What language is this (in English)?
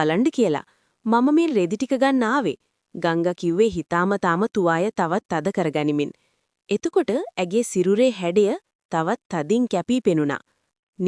Sinhala